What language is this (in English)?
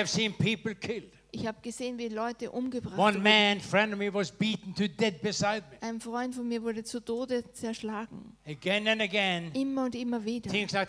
German